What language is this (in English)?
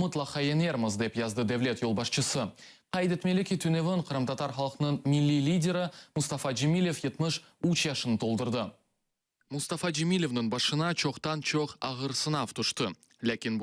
Crimean Tatar